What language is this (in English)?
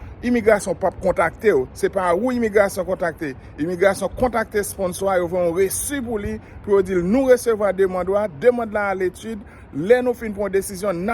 Haitian Creole